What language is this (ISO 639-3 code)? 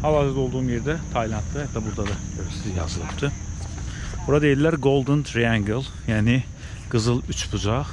aze